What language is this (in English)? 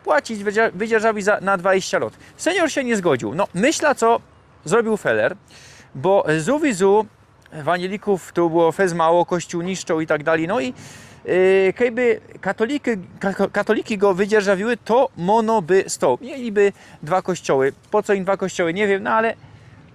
Silesian